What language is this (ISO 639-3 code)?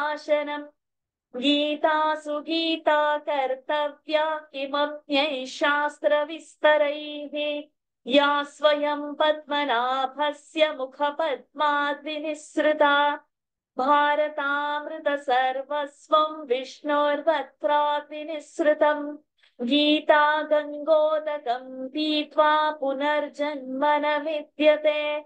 san